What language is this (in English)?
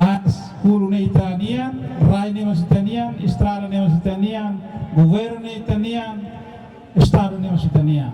Tetum